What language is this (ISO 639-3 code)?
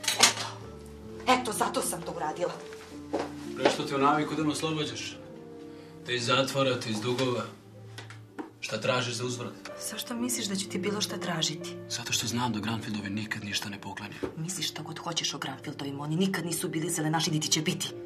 srp